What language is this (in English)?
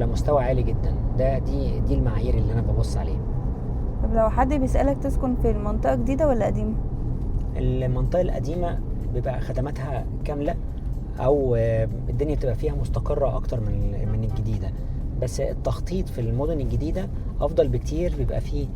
Egyptian Arabic